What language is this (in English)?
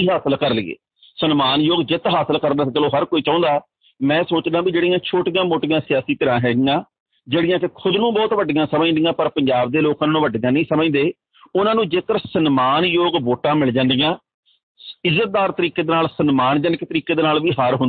Punjabi